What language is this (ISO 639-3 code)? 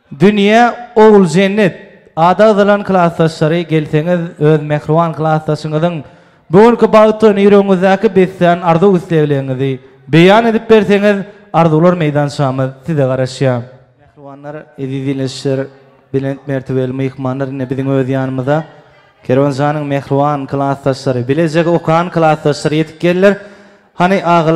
tuk